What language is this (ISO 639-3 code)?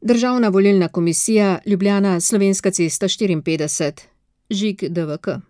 slv